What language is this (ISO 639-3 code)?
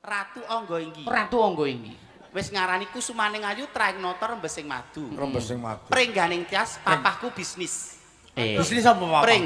jav